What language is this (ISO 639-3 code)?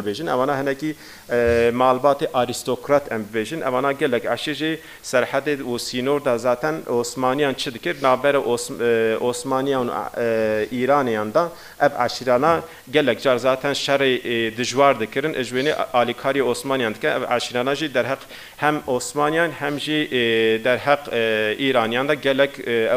kur